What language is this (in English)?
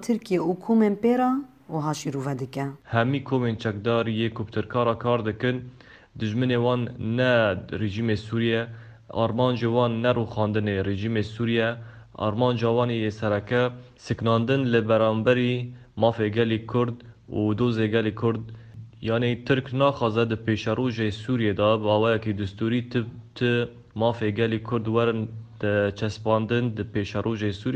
Kurdish